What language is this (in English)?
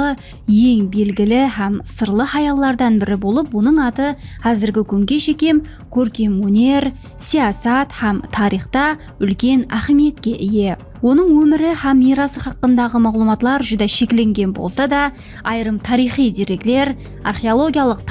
Kara-Kalpak